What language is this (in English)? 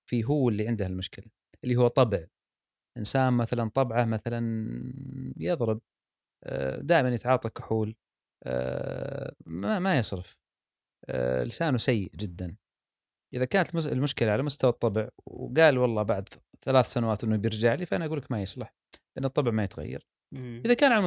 Gulf Arabic